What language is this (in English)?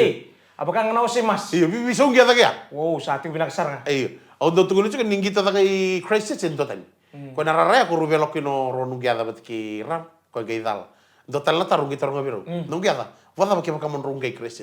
Fijian